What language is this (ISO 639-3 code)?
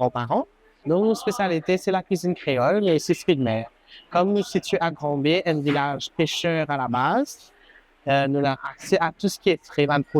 mfe